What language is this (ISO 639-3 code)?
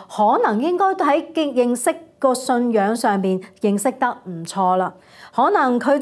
yue